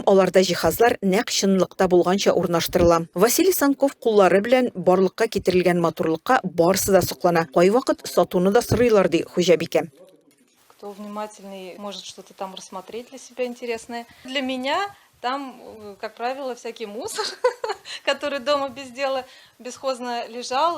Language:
Tatar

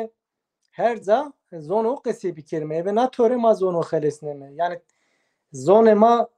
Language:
Zaza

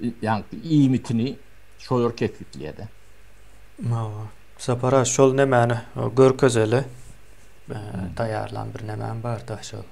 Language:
Turkmen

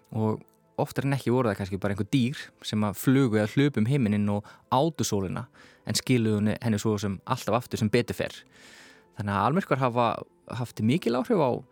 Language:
Icelandic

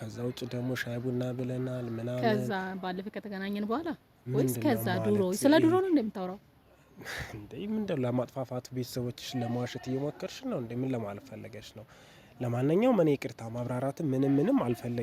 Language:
Amharic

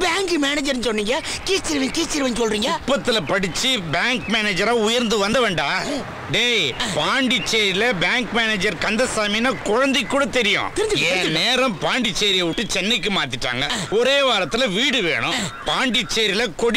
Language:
Tamil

